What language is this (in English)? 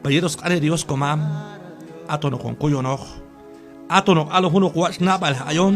Q'anjob'al